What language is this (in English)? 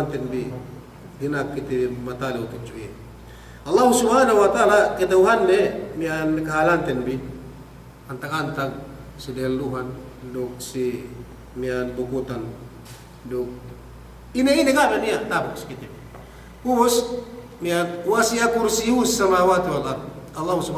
Yakan